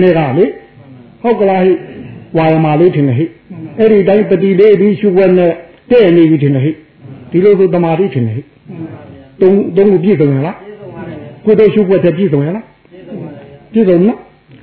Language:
Burmese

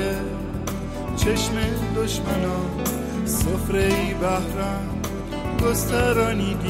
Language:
Persian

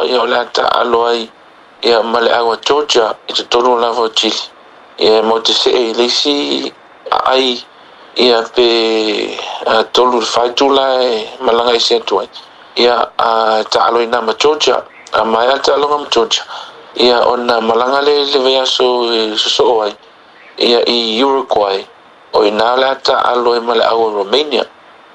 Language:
Samoan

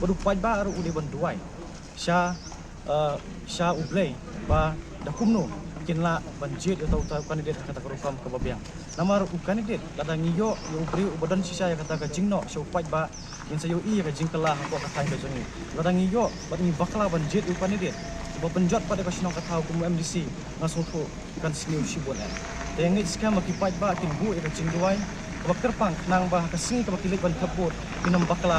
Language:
Khasi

